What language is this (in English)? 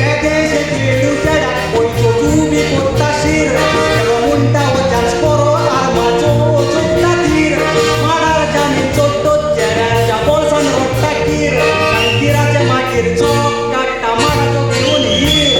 Konkani